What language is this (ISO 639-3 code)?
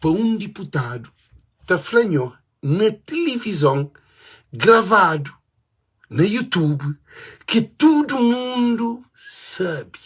kea